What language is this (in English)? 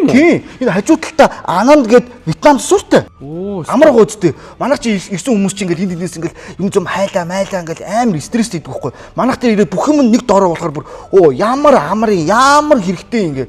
Mongolian